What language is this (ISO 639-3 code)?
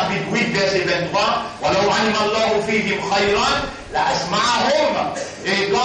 mfe